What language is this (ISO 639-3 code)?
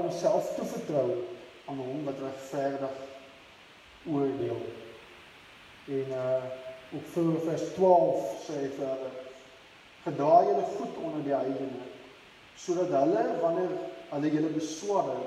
afr